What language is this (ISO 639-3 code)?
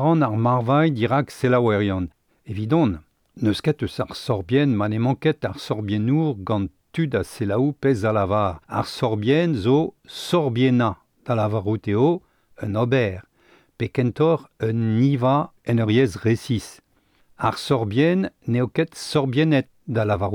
bre